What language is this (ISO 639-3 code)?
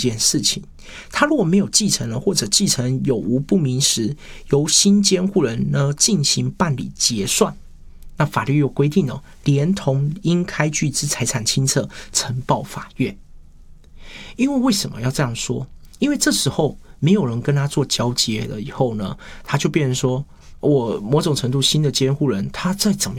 zho